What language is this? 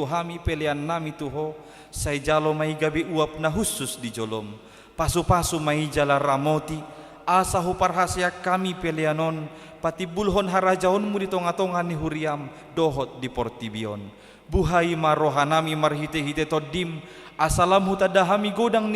Batak Toba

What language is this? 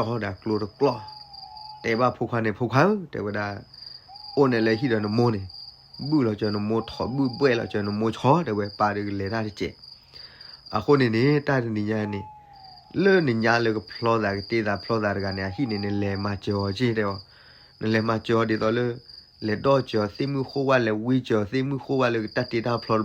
S'gaw Karen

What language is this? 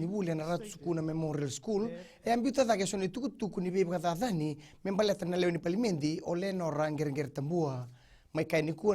Fijian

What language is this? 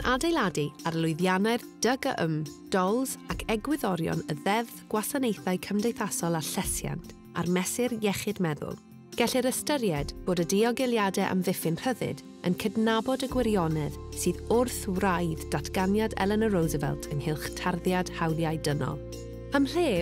Welsh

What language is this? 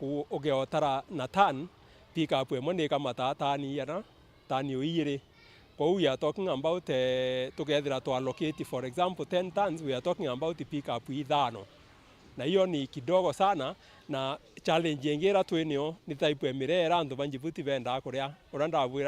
Meru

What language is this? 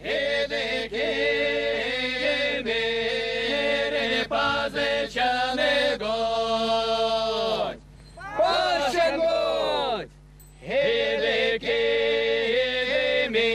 Erzya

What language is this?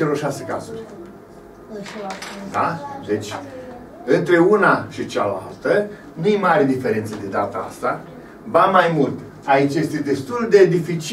Romanian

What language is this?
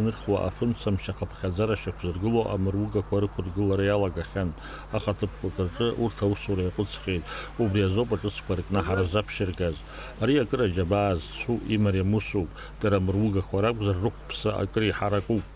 Abkhazian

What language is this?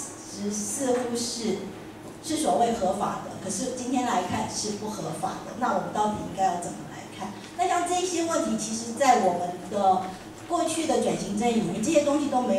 Chinese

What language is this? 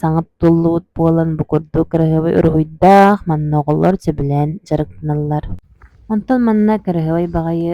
Yakut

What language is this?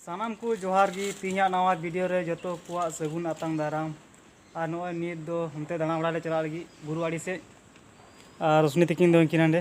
Santali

